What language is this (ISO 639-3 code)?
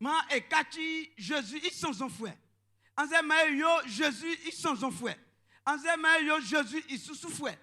bci